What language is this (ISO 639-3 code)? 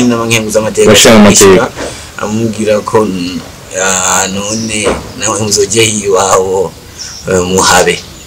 run